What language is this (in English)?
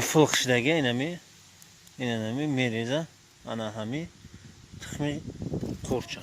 Tajik